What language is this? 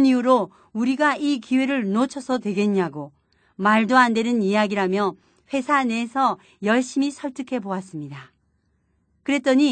Korean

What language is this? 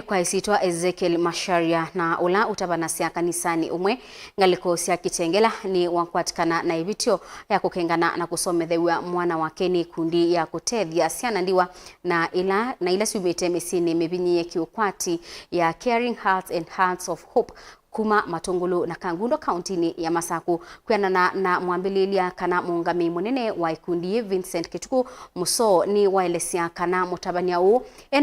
Kamba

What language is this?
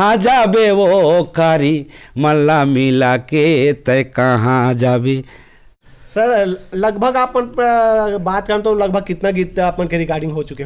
Chhattisgarhi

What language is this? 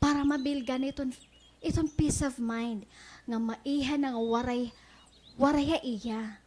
Waray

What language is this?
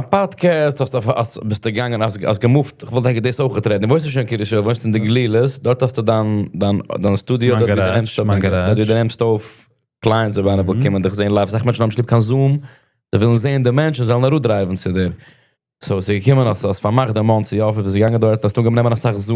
Yiddish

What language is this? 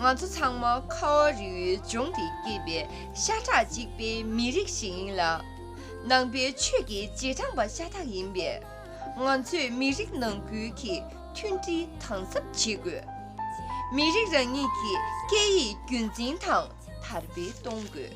Tibetan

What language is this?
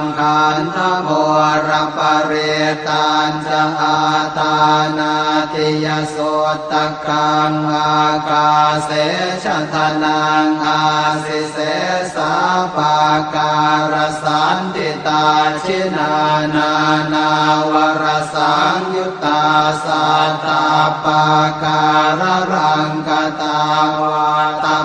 Pali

